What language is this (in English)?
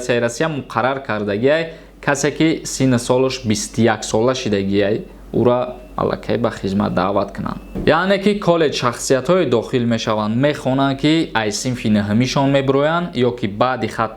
Tajik